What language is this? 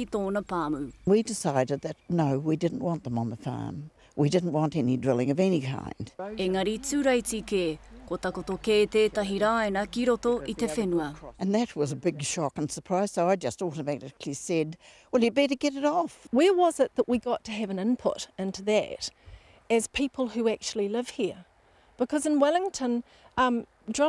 Māori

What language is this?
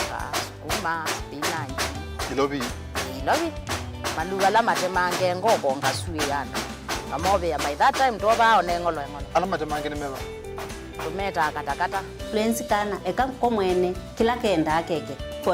Kamba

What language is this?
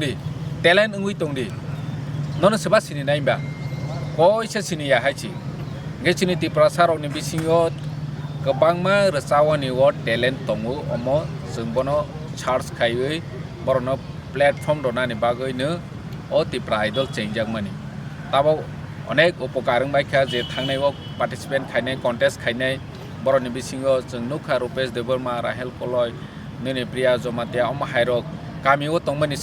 Kok Borok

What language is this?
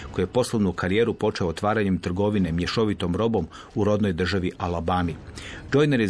Croatian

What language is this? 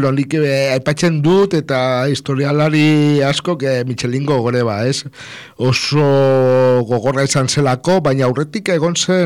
Basque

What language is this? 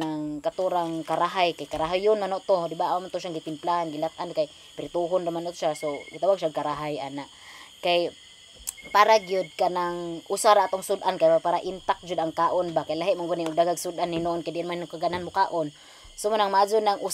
Cebuano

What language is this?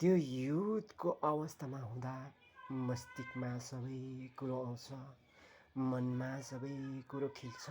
Nepali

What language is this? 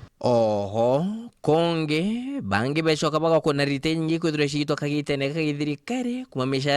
Meru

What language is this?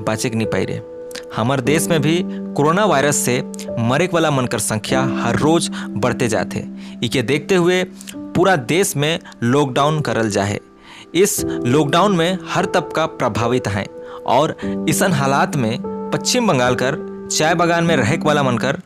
Sadri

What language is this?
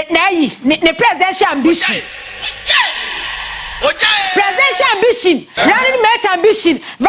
Akan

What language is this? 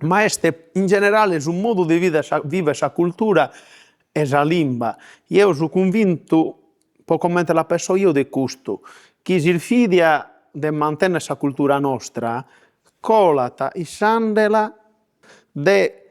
Sardinian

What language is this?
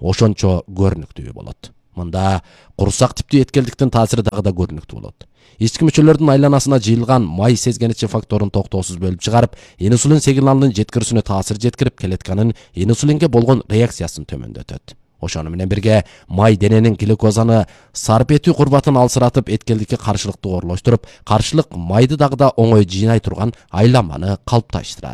Kyrgyz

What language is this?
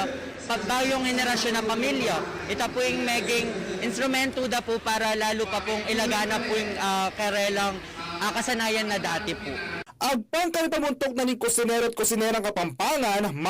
Pampanga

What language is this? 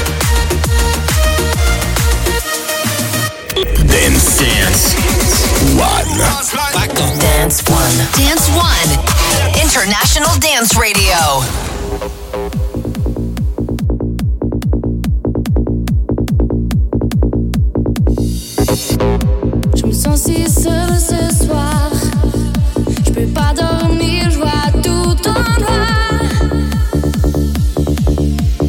French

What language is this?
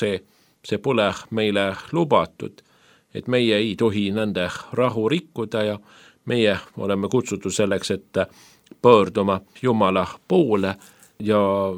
Estonian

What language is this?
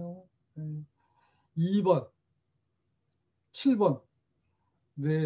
Korean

